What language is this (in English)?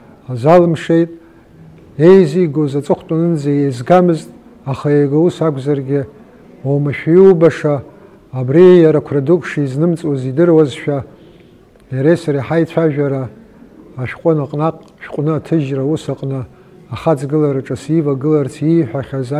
Abkhazian